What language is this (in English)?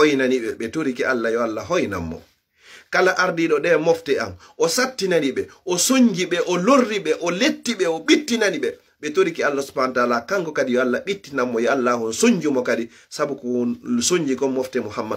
Fula